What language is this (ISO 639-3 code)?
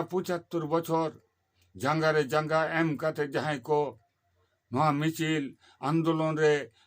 sat